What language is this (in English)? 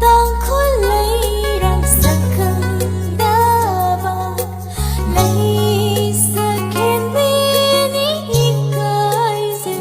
Tangkhul Naga (India)